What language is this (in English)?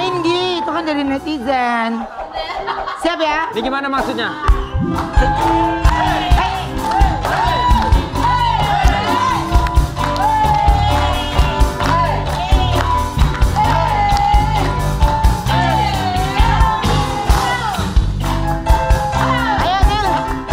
Indonesian